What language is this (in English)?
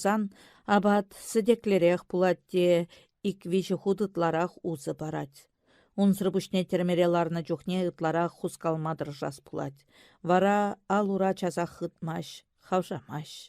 Chuvash